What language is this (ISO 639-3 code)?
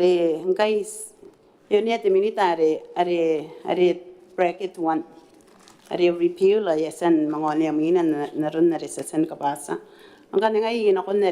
gil